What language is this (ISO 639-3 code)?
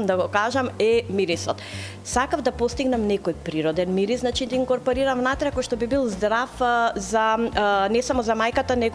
mkd